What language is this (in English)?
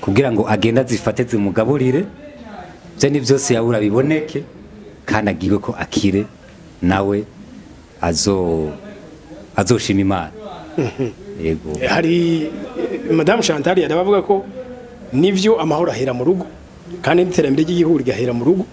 Rundi